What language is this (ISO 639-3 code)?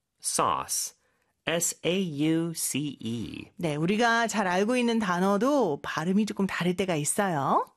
kor